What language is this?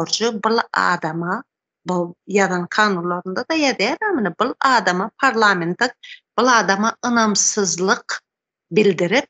Turkmen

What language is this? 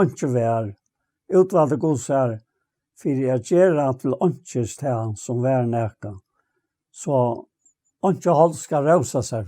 Faroese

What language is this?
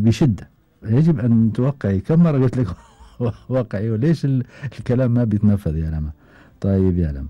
Gulf Arabic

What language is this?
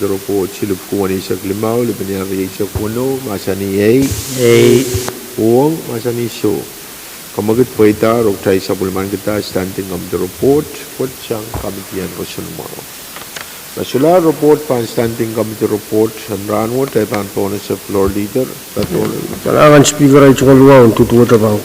Pohnpeian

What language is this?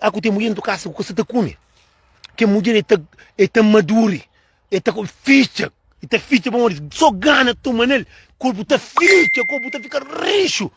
Kabuverdianu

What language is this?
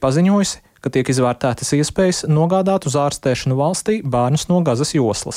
Latvian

